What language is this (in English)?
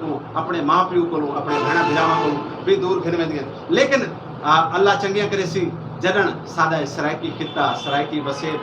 Saraiki